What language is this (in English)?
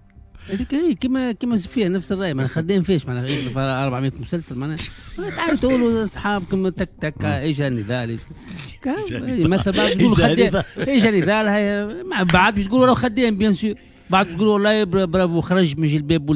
Tunisian Arabic